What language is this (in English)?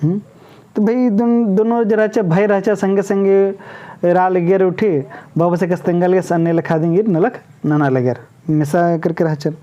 Kurukh